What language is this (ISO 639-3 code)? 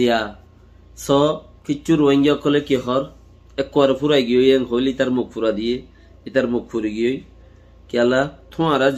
rhg